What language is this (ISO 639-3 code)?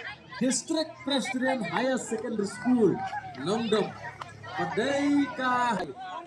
kha